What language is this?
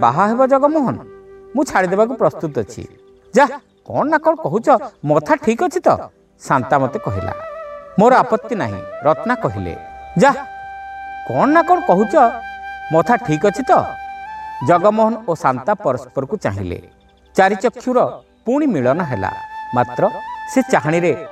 Odia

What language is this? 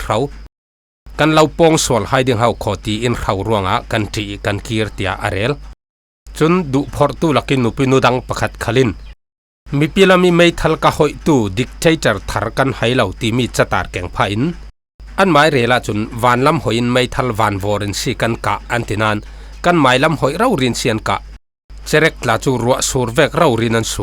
Falam Chin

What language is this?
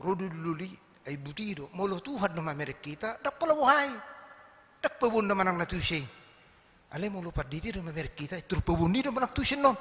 Batak Toba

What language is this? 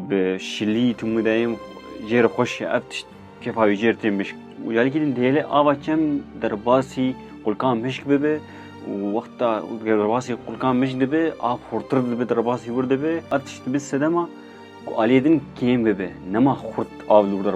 Kurdish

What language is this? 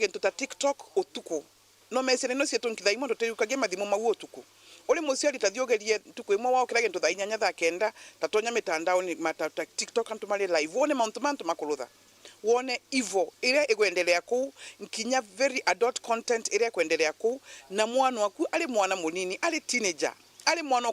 Meru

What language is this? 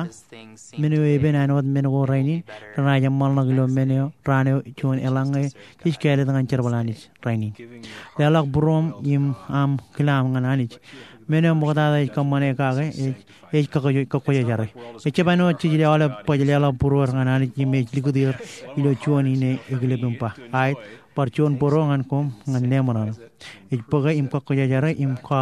Marshallese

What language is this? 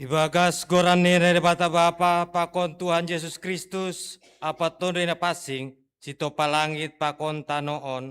Batak Simalungun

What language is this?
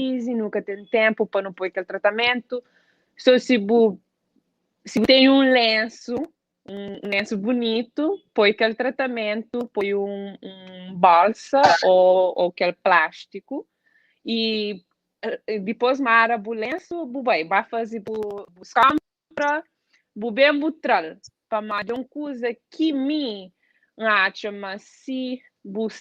Kabuverdianu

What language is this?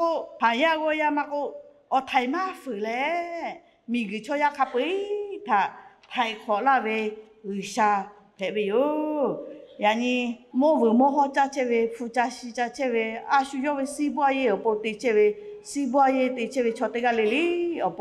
Lahu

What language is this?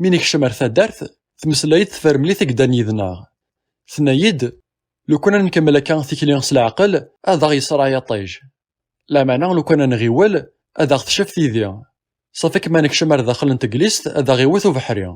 Kabyle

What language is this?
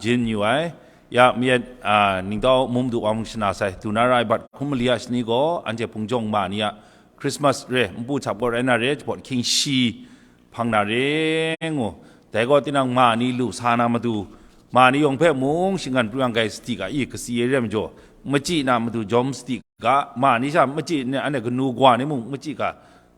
Kachin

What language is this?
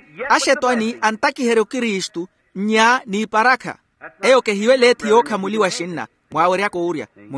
Makhuwa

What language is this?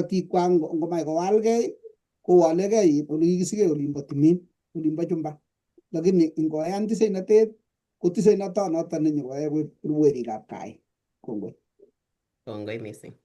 Kalenjin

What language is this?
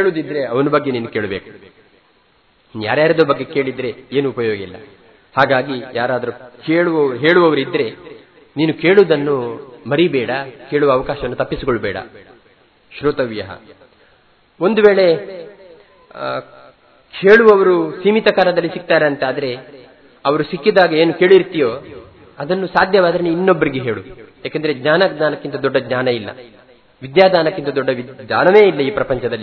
Kannada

